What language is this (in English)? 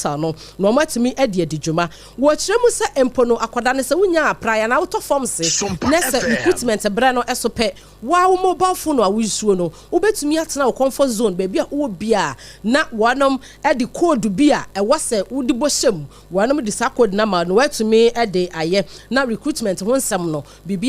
Akan